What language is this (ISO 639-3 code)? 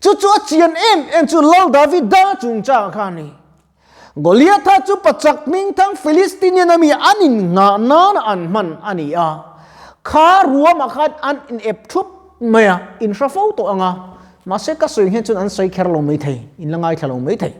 lus